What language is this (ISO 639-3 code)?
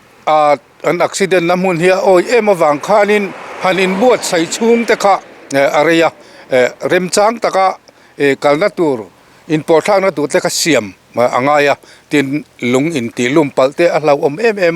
lus